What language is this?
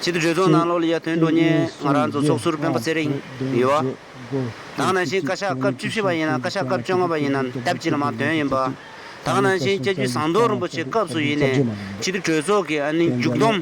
Tibetan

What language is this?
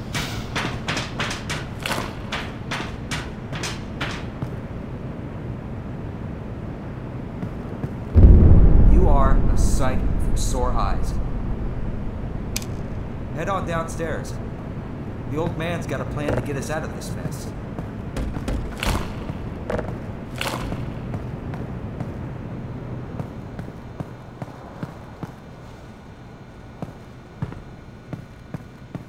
English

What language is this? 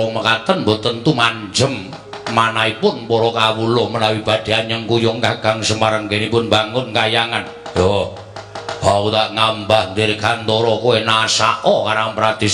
Javanese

